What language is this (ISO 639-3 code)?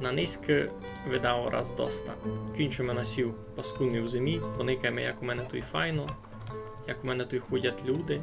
rue